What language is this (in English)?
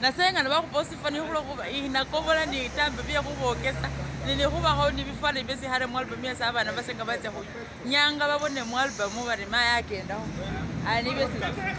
Masaaba